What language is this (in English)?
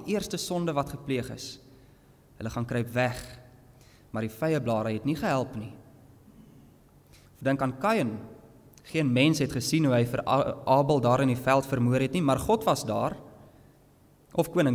Afrikaans